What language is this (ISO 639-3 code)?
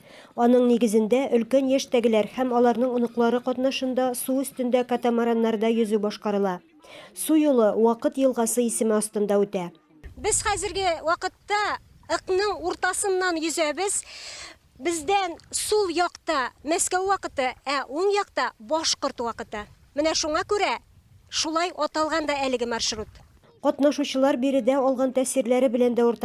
tat